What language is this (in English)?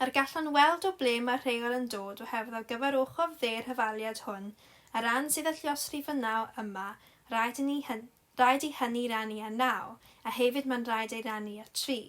Welsh